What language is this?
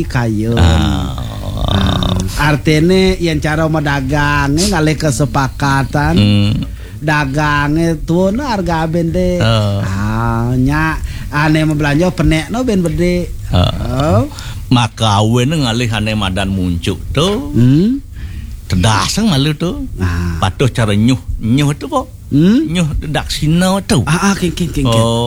Balinese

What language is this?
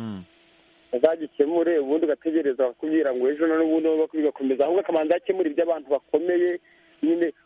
Kinyarwanda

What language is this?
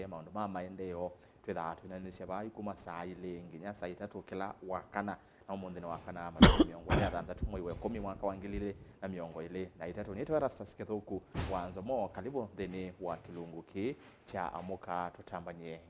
Kamba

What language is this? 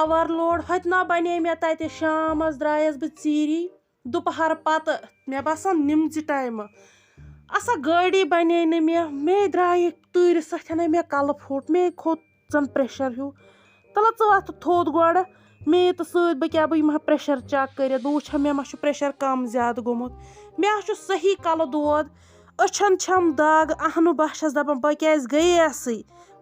Kashmiri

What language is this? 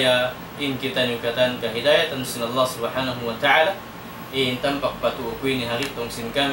Tausug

